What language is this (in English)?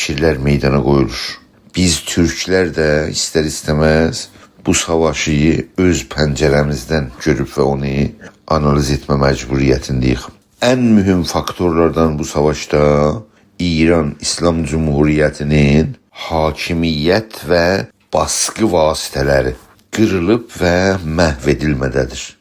South Azerbaijani